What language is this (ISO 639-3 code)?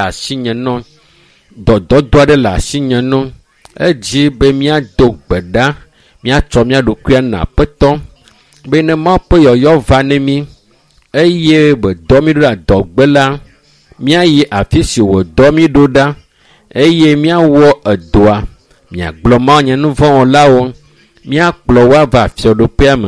ewe